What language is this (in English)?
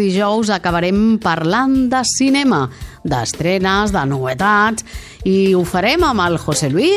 Catalan